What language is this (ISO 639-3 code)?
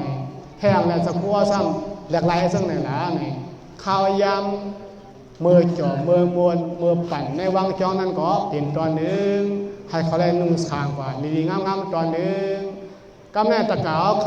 shn